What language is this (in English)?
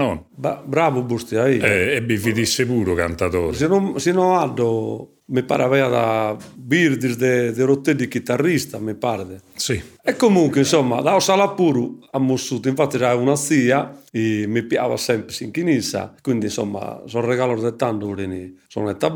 Sardinian